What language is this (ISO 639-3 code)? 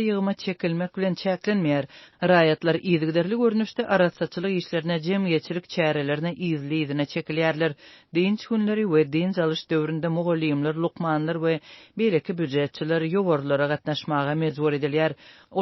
tuk